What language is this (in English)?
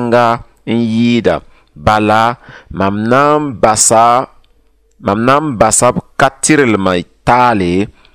Mossi